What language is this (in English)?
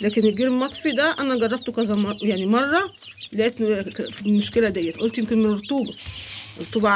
Egyptian Arabic